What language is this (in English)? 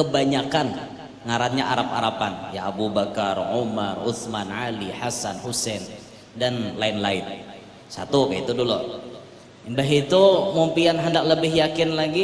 Banjar